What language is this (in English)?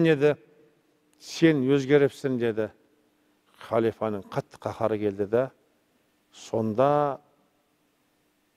Kazakh